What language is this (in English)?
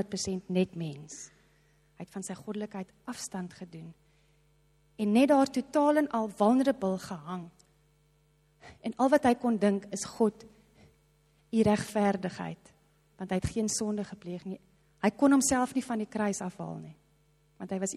Afrikaans